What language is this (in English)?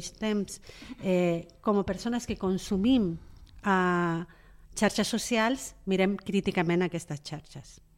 Catalan